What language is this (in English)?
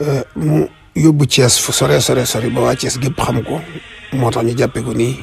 Wolof